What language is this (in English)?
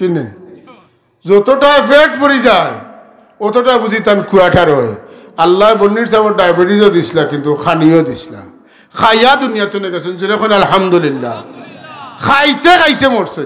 Sylheti